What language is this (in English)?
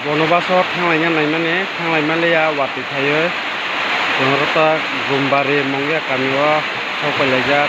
Kok Borok